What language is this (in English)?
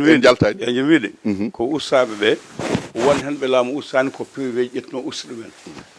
Fula